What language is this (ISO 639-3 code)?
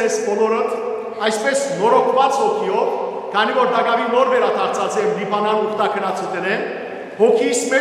hyw